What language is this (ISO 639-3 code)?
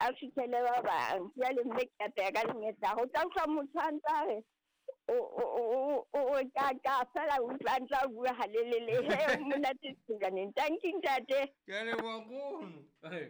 sot